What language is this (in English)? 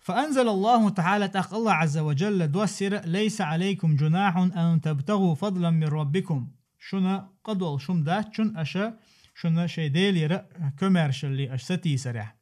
Chechen